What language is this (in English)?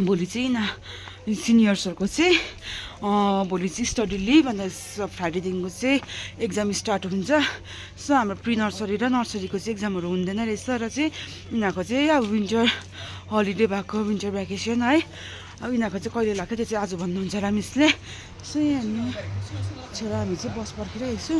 Nepali